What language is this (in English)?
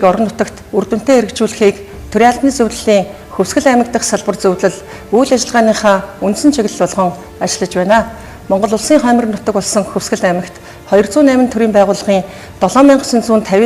Mongolian